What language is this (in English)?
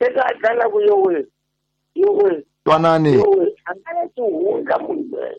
Tsonga